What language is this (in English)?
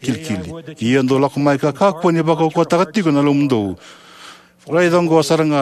Fijian